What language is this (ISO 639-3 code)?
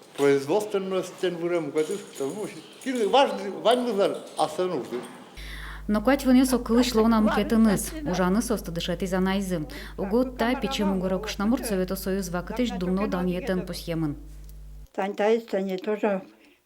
udm